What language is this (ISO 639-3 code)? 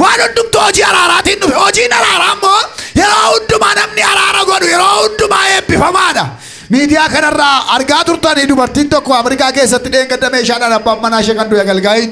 orm